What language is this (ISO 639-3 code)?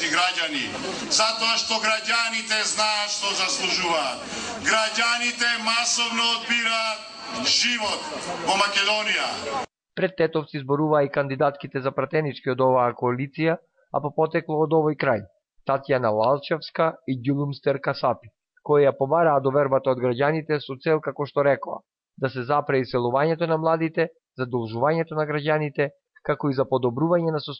mkd